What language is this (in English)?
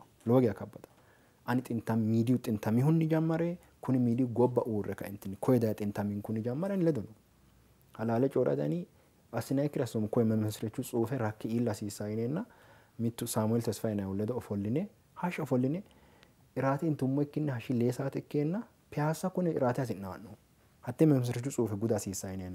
Sidamo